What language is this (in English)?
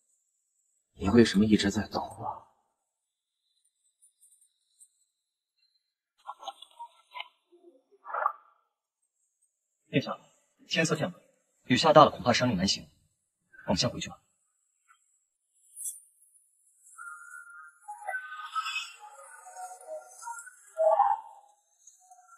Chinese